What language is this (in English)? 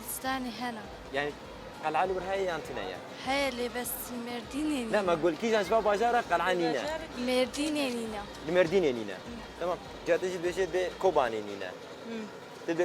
Kurdish